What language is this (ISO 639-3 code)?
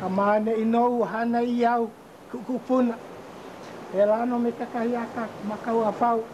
haw